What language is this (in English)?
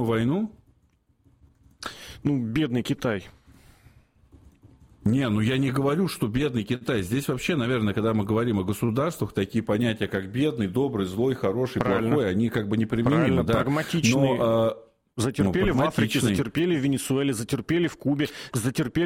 Russian